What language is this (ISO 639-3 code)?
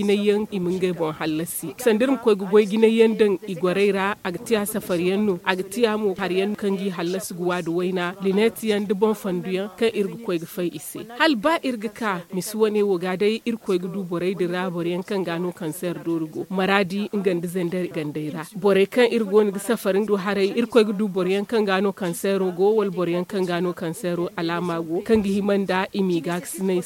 dje